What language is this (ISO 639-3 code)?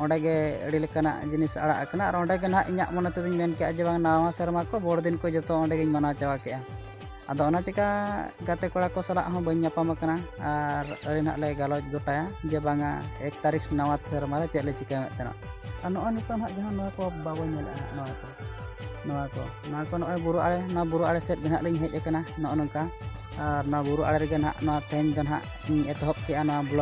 sat